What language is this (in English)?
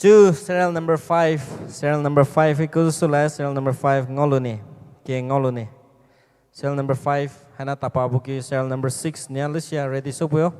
Poumei Naga